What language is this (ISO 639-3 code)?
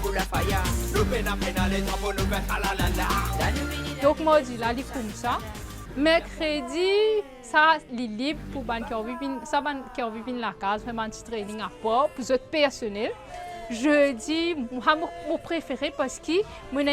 mfe